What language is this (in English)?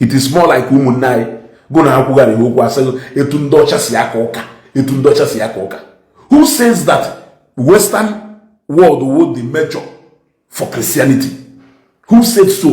Igbo